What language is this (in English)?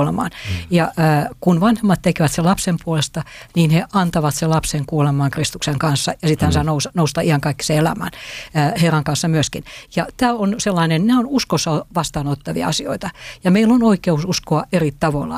Finnish